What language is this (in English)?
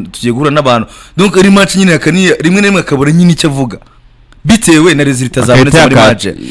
Kinyarwanda